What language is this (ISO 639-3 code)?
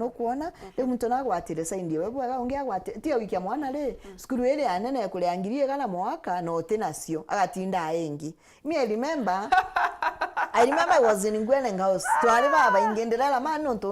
mer